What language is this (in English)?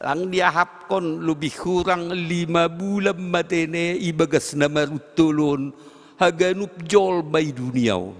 Batak Simalungun